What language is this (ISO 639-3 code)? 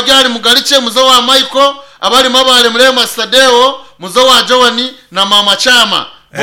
nyn